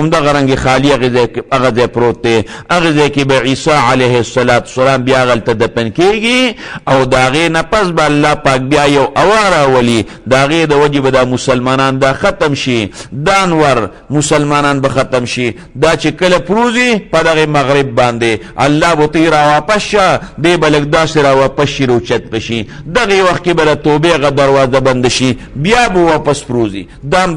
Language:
Pashto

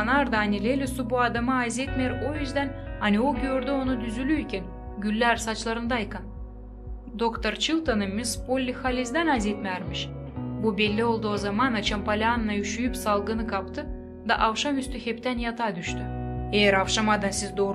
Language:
Gagauz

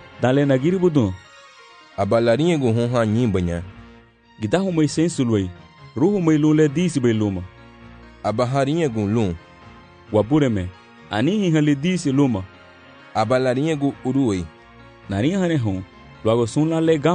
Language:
Garifuna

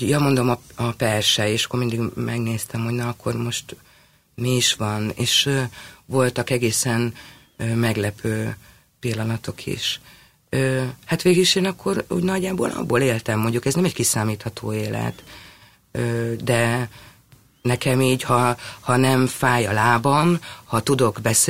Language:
Hungarian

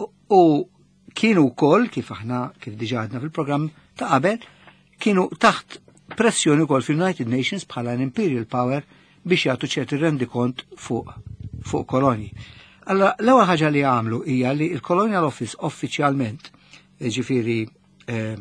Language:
Maltese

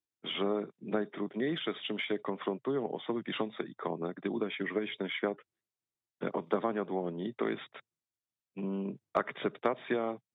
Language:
Polish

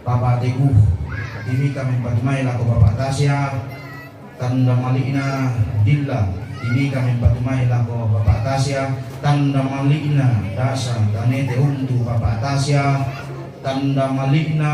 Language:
Toraja-Sa'dan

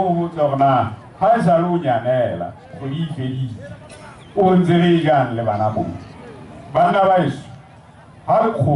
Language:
Southern Sotho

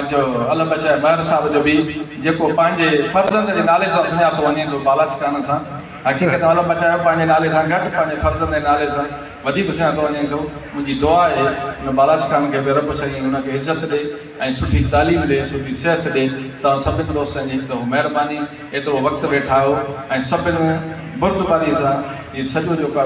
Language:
Sindhi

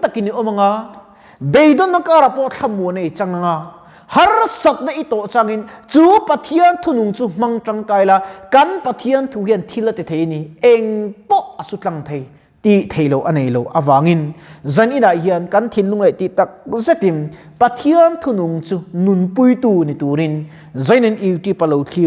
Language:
Mizo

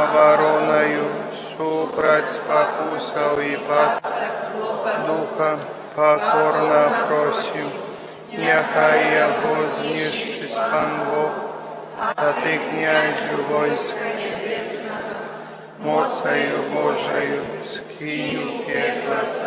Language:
Belarusian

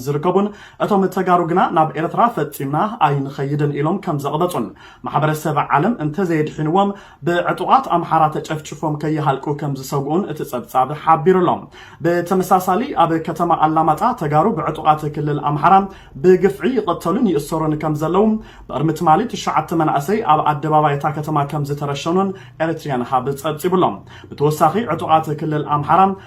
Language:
Tigrinya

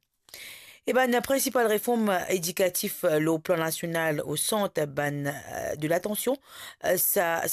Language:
Morisyen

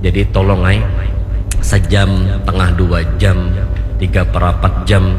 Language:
Banjar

